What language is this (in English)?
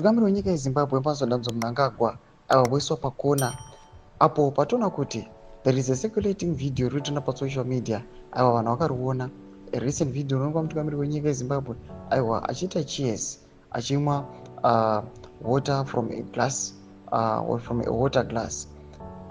Shona